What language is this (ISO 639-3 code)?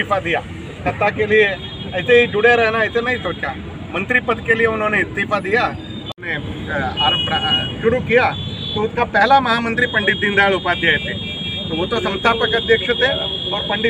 hin